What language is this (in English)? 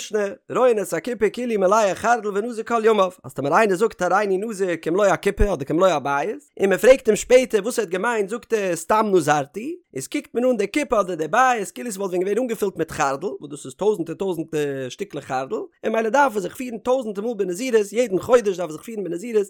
Yiddish